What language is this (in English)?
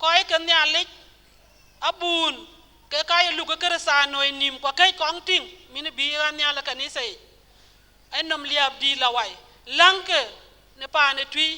Dinka